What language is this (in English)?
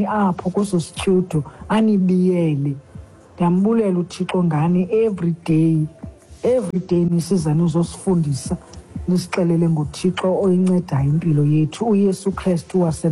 Xhosa